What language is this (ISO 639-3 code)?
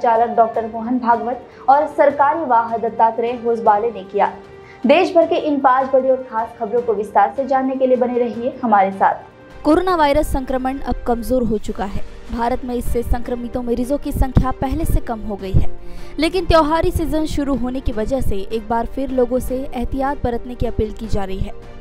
hin